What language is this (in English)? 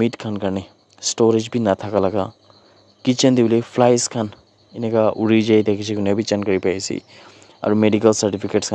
Naga Pidgin